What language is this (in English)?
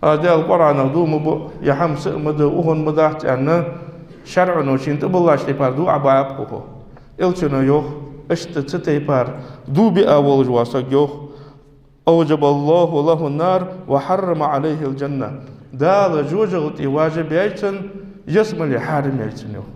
Ingush